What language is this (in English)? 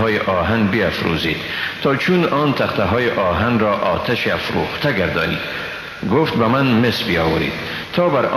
Persian